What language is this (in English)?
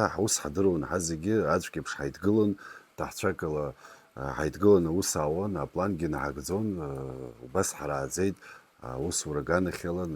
Abkhazian